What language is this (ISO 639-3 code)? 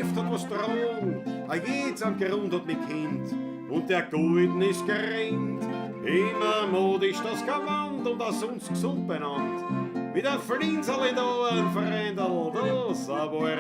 bar